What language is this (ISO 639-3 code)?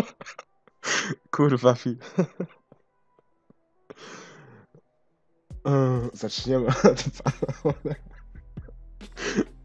pol